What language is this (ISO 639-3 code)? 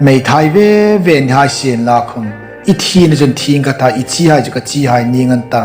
hmr